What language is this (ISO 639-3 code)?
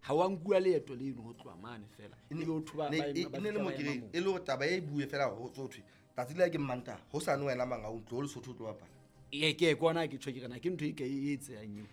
sot